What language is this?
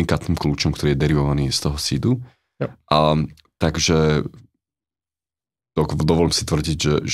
Slovak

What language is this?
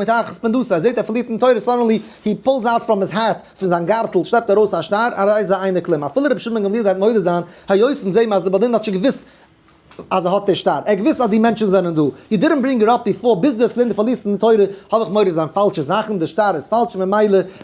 Yiddish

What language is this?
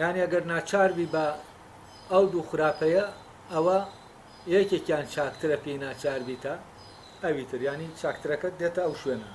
Central Kurdish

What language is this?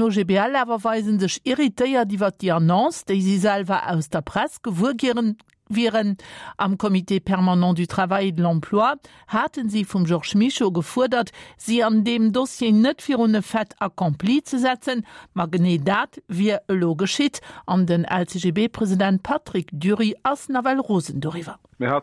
Luxembourgish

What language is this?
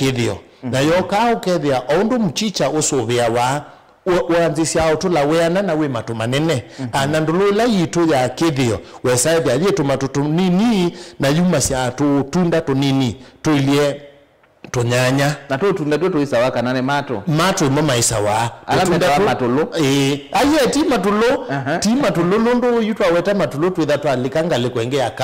Kamba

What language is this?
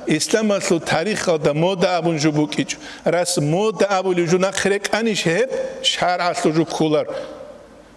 Avaric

